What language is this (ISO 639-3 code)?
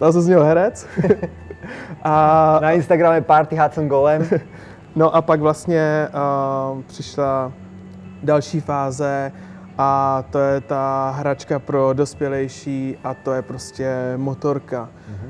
ces